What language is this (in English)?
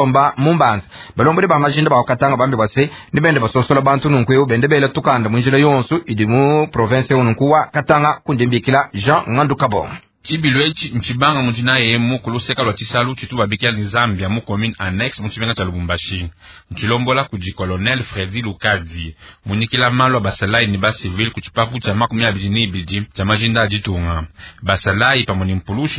Luba-Lulua